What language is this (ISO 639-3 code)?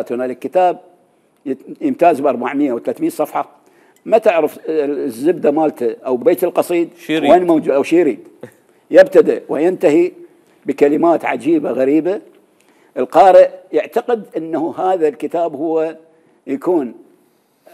acm